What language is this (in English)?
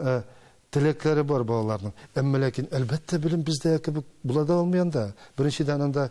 Tatar